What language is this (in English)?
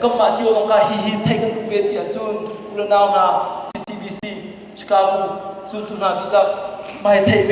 Hakha Chin